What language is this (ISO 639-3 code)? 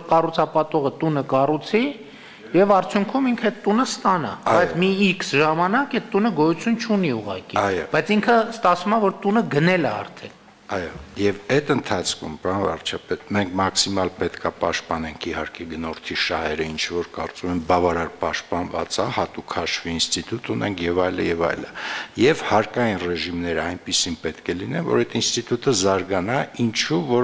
hye